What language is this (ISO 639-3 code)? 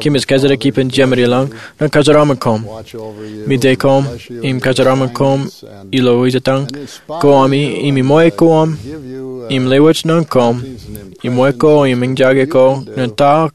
mah